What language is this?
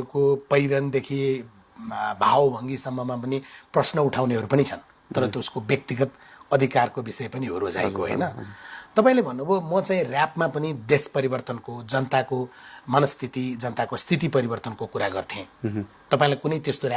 Nepali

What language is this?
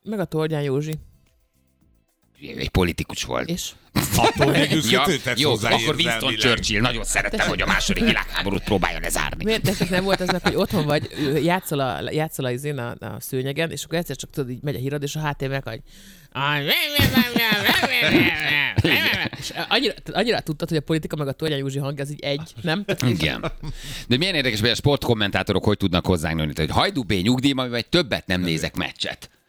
Hungarian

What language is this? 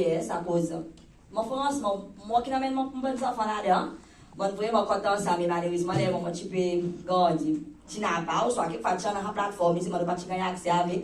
Seselwa Creole French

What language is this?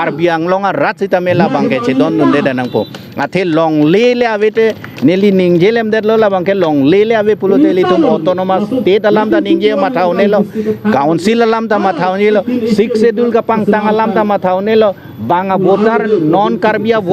Karbi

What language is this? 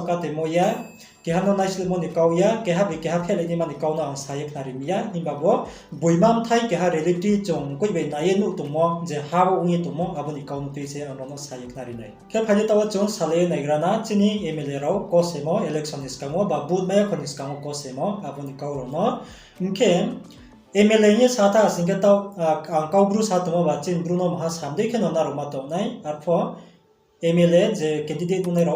Riang (India)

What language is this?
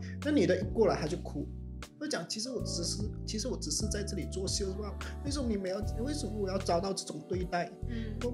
Chinese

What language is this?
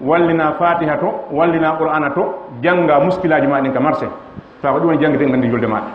Fula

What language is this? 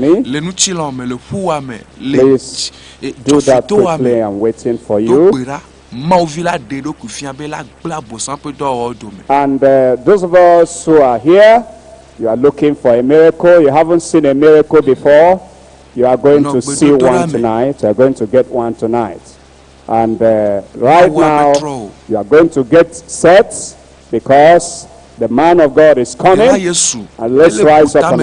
Ewe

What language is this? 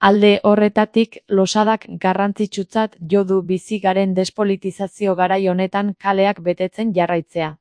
Basque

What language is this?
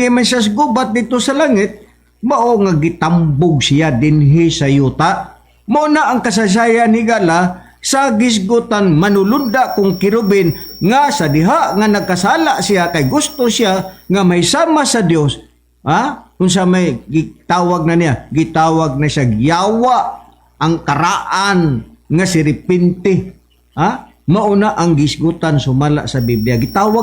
Cebuano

